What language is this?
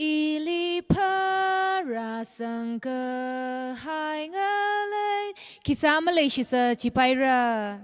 Tangkhul Naga (India)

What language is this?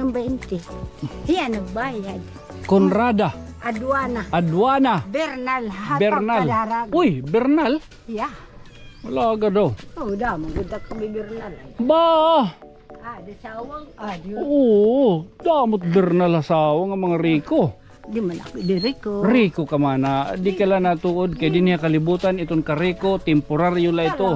Waray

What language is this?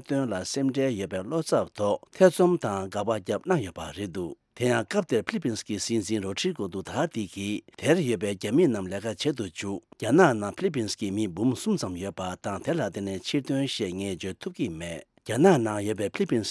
Tibetan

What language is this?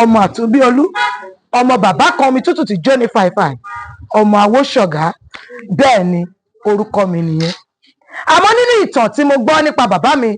Yoruba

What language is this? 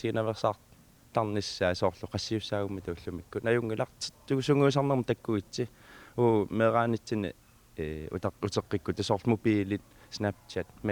Kalaallisut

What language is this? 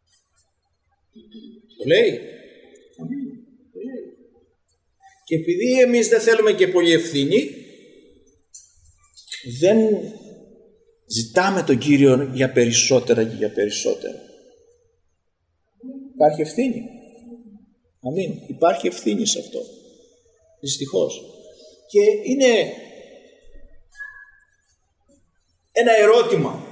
Greek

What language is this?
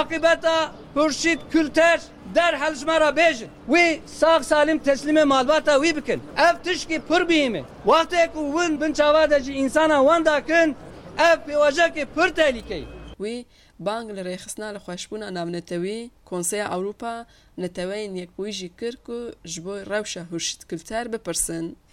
Kurdish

